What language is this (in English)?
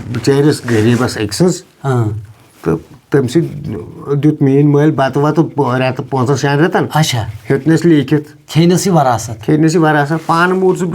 Kashmiri